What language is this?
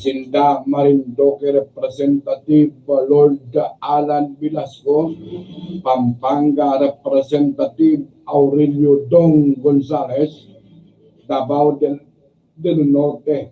Bikol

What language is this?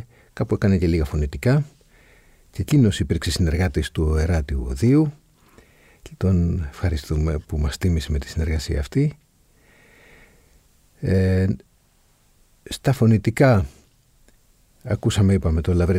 Greek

